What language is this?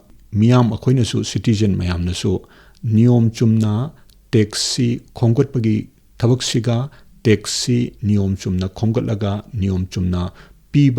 Manipuri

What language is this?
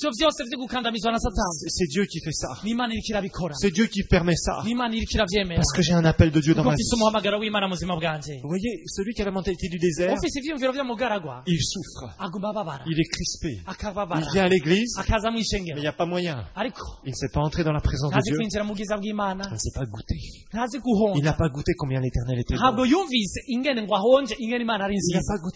Rundi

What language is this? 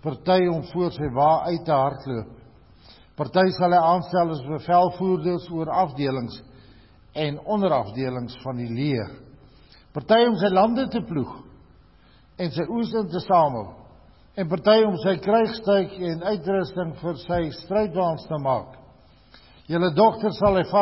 Afrikaans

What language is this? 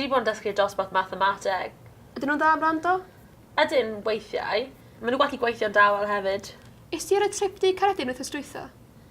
Welsh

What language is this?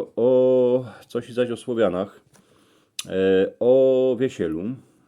Silesian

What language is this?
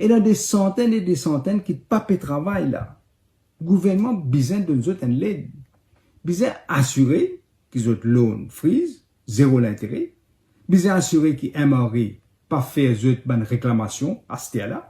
Morisyen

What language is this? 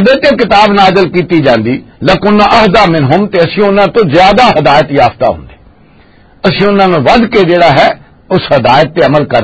Western Panjabi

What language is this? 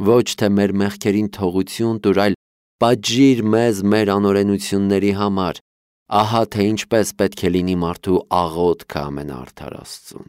Armenian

